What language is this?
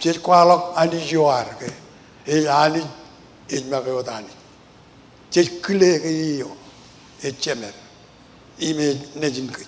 Marshallese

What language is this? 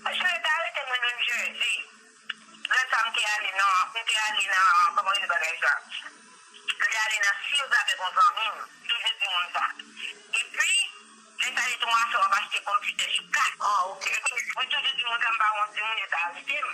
Haitian Creole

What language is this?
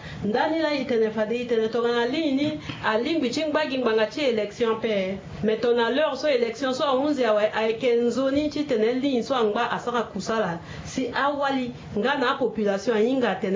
Sango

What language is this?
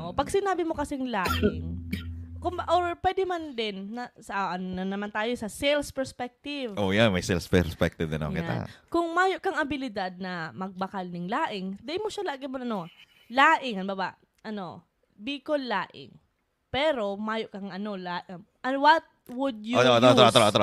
Bikol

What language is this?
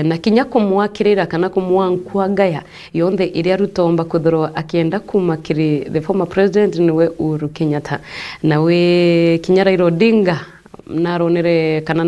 Meru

